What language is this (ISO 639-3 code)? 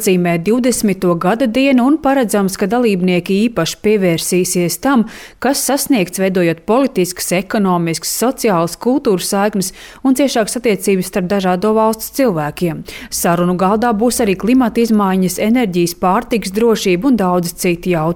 lav